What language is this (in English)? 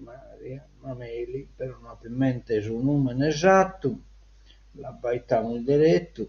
Sardinian